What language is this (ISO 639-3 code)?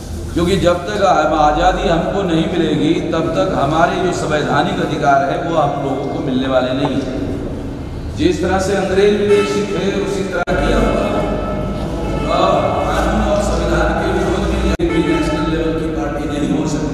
hin